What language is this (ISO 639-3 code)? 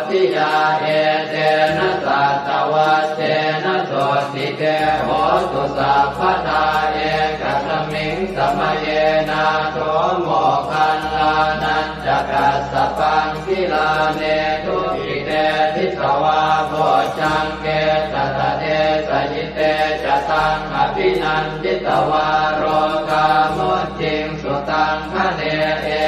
pli